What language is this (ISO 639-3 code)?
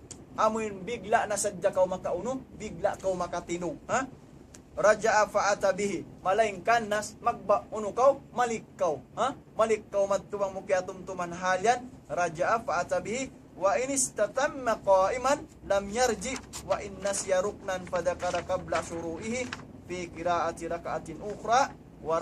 tsg